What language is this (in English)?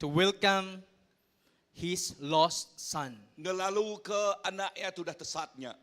Iban